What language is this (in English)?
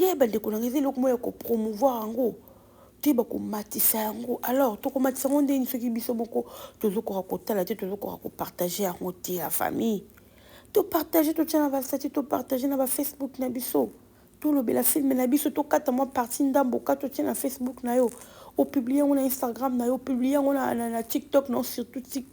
Lingala